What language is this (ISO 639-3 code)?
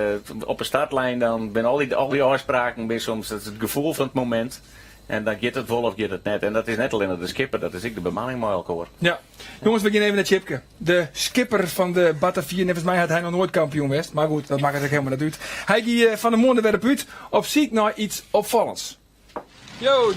fry